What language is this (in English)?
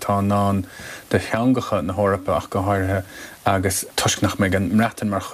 Irish